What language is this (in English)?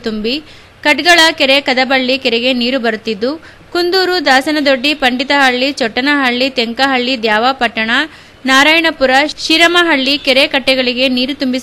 Kannada